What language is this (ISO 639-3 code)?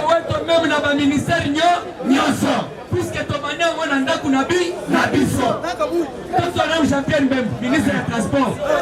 lin